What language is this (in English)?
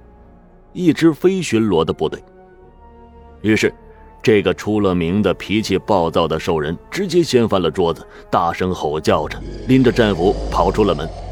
Chinese